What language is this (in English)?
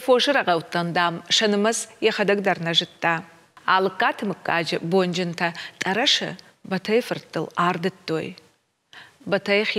Ossetic